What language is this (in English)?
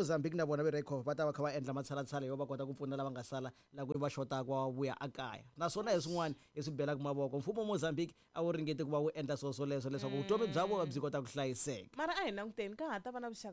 Tsonga